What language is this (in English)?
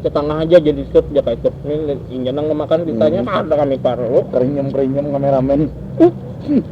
Banjar